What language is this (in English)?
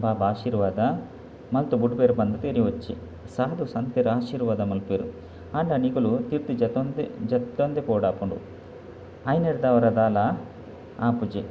Tulu